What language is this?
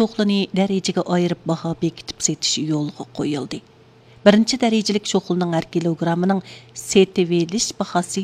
Uyghur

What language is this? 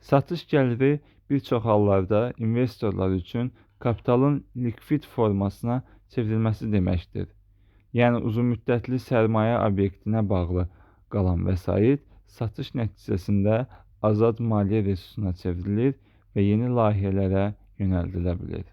Azerbaijani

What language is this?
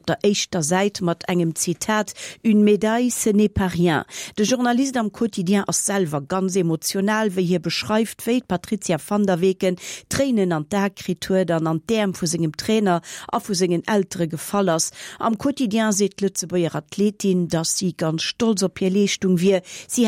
Luxembourgish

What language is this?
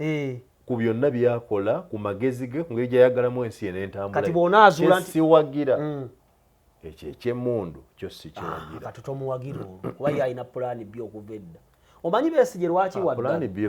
Ganda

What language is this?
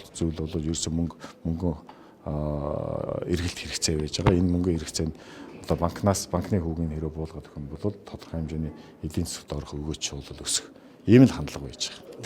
Mongolian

